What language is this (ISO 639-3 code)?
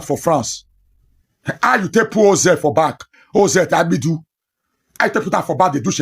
pcm